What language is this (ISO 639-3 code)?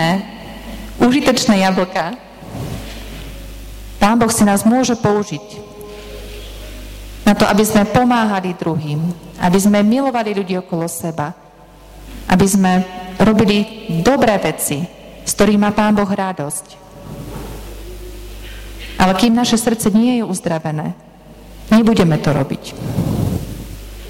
slk